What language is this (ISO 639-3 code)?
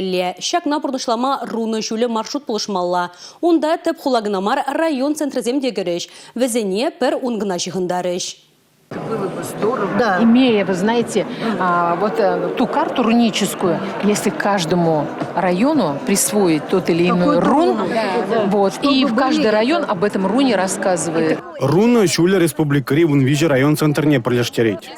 chv